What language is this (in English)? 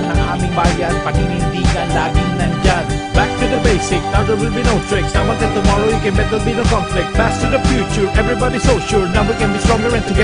Bikol